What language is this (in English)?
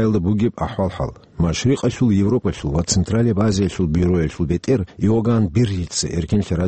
Avaric